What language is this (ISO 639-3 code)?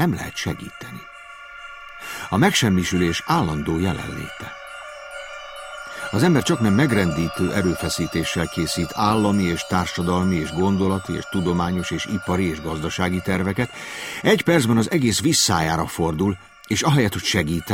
hun